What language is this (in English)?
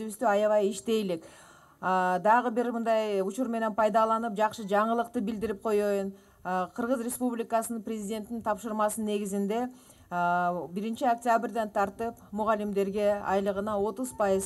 Kyrgyz